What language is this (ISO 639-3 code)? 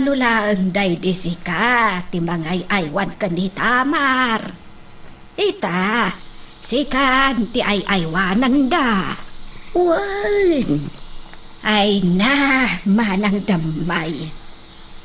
ilo